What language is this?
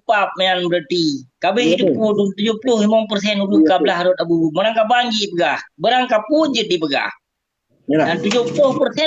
Achinese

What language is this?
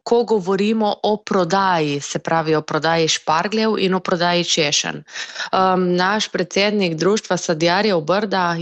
Slovenian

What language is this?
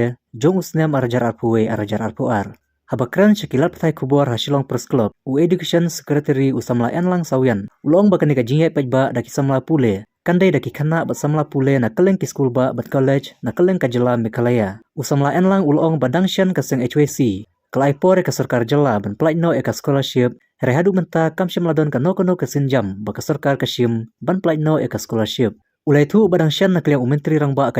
Khasi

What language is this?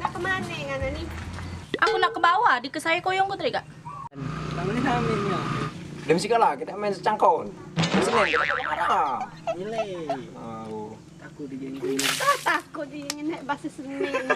Musi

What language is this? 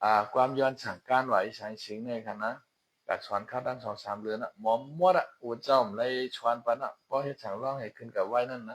Shan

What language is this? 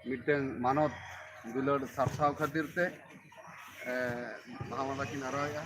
Santali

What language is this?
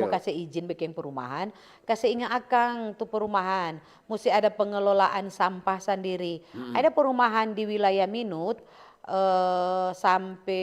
Manado Malay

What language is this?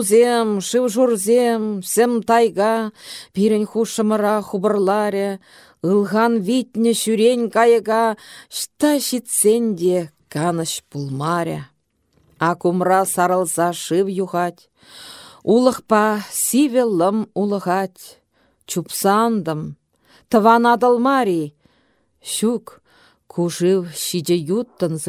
Chuvash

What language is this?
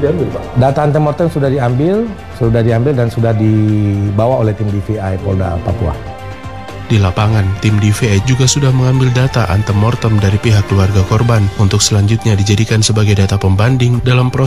Indonesian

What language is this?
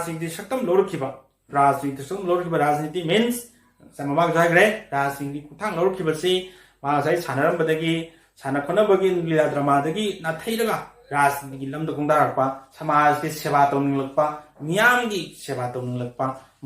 Manipuri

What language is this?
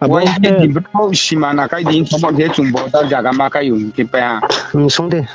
Riang (India)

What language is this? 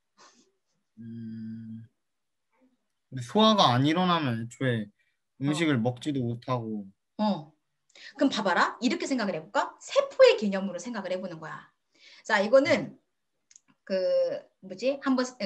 Korean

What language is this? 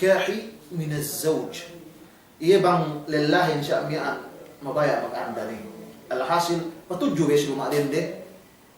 Yakan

